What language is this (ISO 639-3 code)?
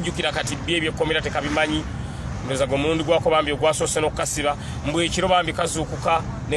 lug